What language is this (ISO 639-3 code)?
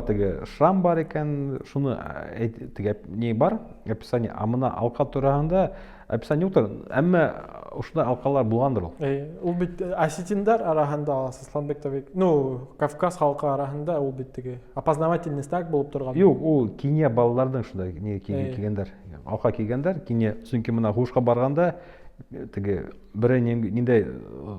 bak